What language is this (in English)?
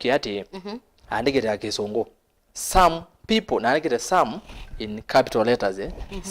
Kamba